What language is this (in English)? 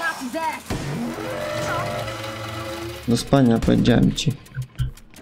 Polish